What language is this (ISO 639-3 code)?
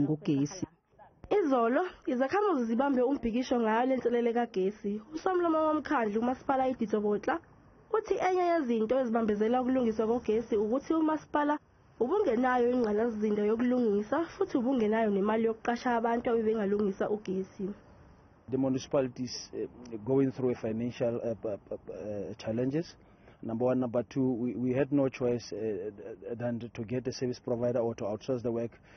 zul